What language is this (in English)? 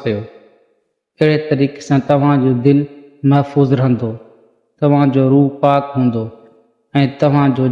Sindhi